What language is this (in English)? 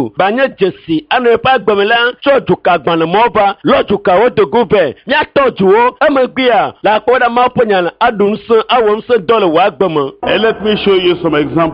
Ewe